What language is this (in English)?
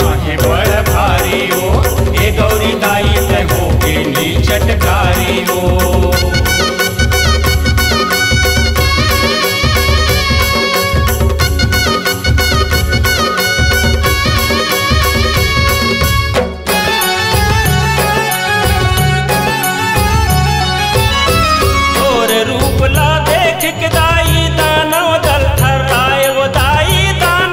Chhattisgarhi